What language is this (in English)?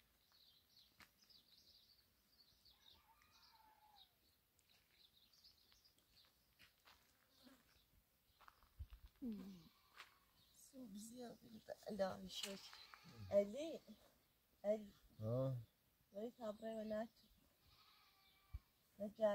Persian